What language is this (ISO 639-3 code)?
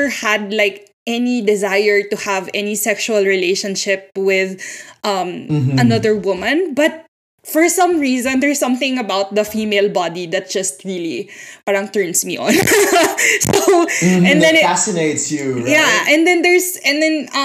fil